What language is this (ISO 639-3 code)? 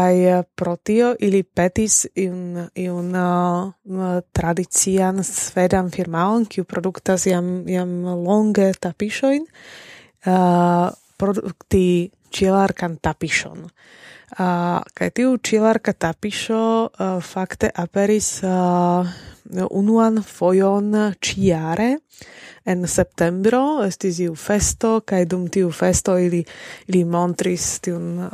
epo